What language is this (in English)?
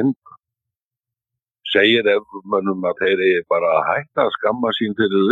Icelandic